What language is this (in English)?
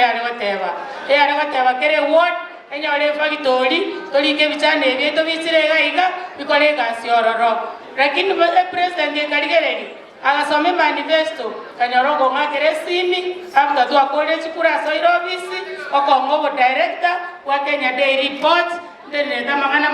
Gusii